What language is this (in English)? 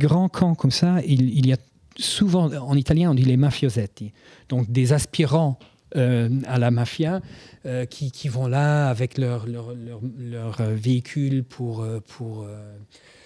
French